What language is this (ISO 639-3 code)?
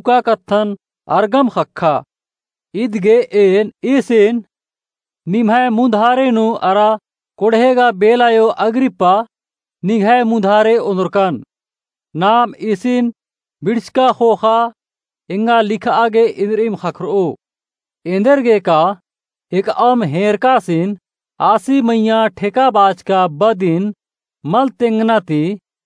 kru